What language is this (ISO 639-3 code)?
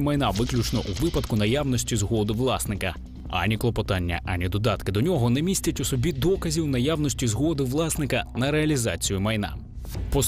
ukr